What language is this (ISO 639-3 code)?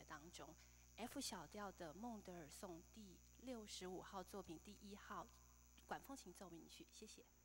zho